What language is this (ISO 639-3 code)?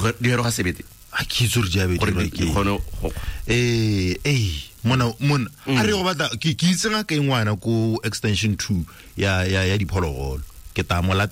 tsn